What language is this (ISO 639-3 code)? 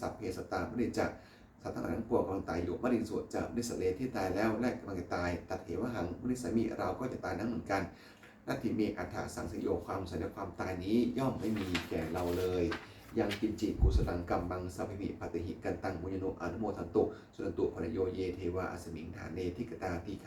pli